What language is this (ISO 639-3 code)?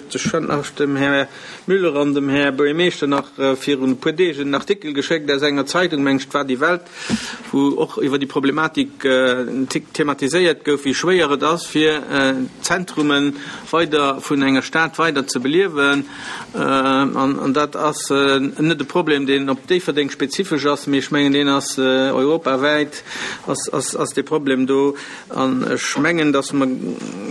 ltz